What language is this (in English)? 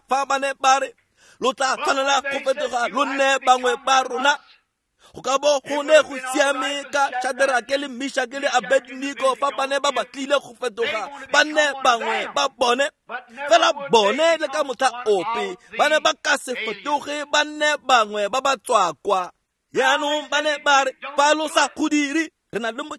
Tswana